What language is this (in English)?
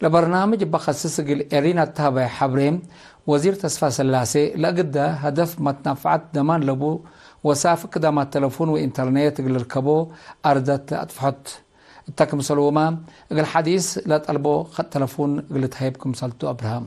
Tigre